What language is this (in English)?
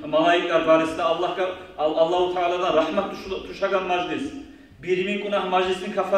Kumyk